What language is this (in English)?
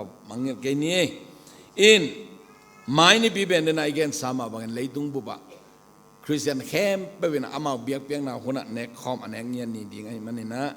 Tedim Chin